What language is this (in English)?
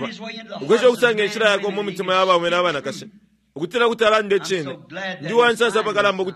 Bemba